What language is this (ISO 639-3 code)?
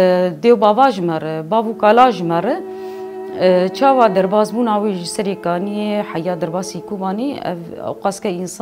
kur